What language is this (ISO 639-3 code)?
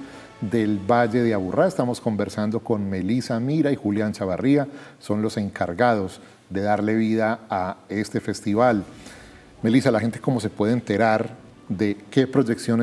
spa